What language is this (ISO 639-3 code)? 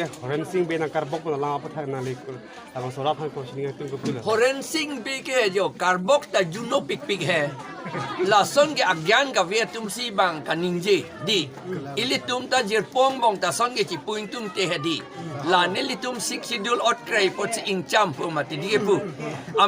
mjw